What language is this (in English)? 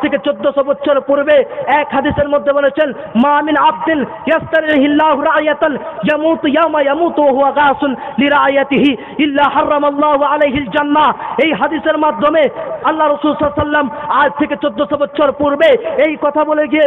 Bangla